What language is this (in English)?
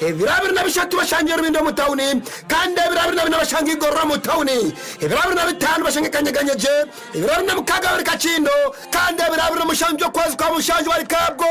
Nyankole